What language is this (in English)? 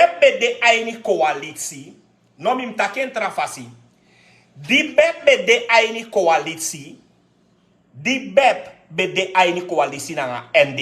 Sranan Tongo